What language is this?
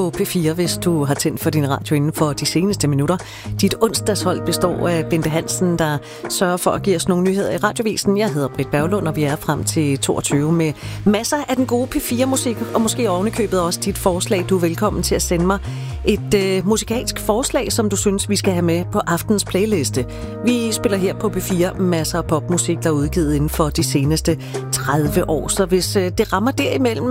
Danish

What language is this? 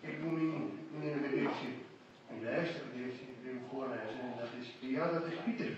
Western Frisian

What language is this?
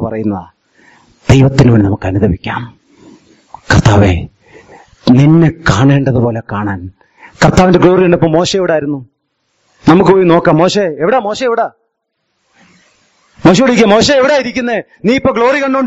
Malayalam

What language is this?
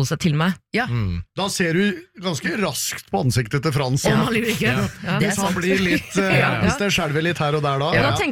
Norwegian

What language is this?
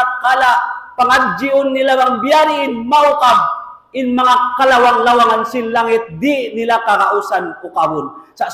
Tausug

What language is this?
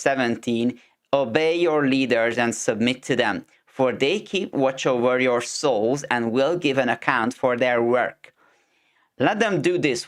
English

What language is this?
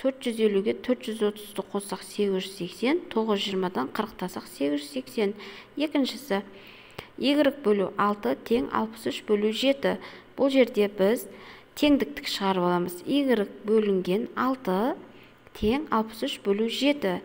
Kazakh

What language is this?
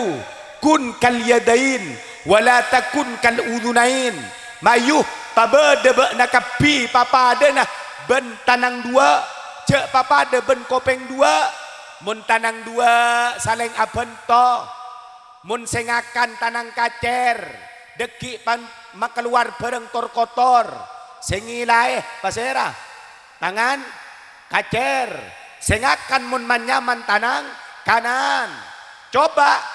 Madurese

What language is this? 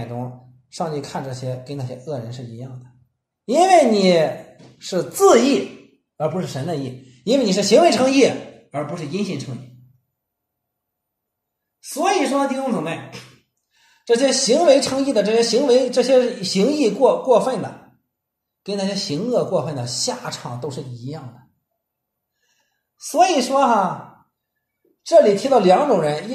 Chinese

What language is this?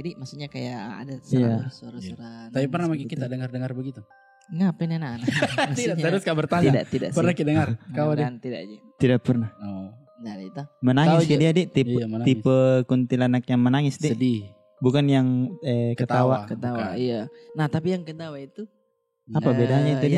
Makassar Malay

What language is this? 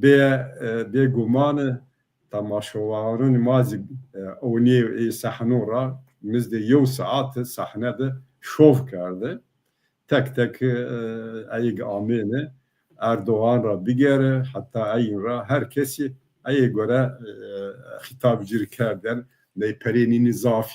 Zaza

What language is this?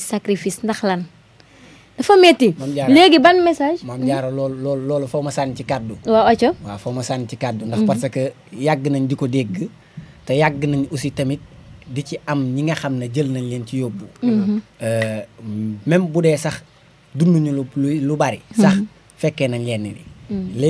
Wolof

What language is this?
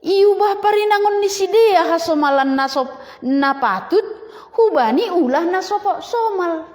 Batak Simalungun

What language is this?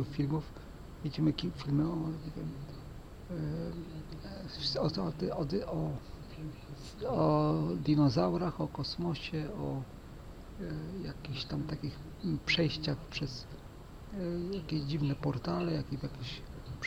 Polish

